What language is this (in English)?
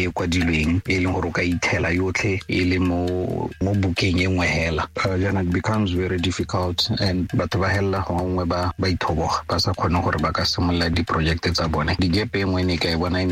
Tswana